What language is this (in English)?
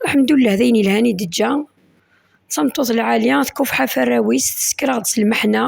Kabyle